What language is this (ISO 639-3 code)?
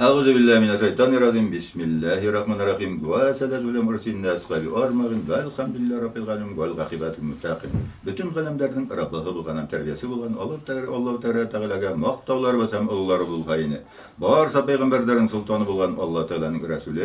bak